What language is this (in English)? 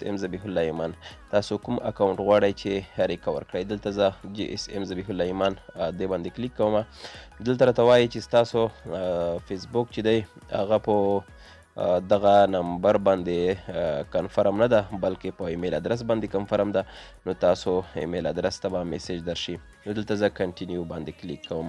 Pashto